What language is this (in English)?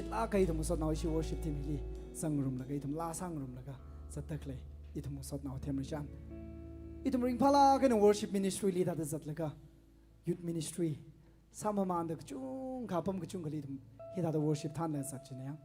Tangkhul Naga (India)